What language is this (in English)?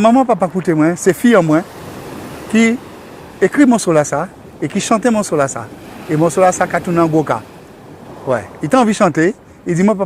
Guadeloupean Creole French